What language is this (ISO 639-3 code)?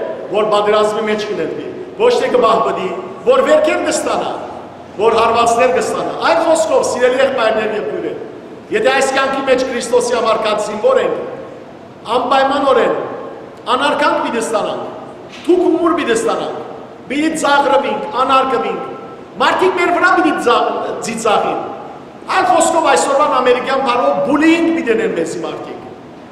hyw